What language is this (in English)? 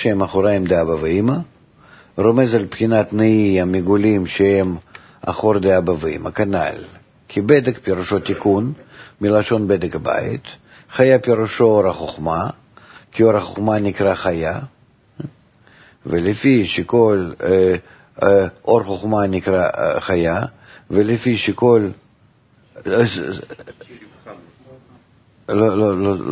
Hebrew